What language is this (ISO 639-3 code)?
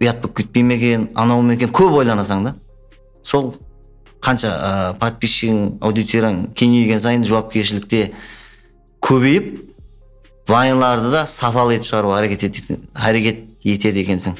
kaa